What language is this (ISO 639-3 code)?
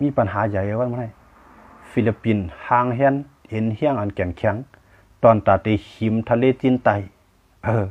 shn